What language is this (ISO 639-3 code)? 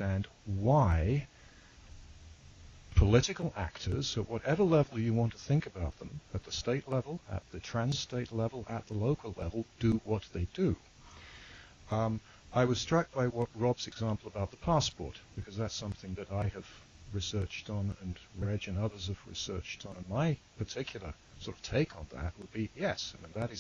eng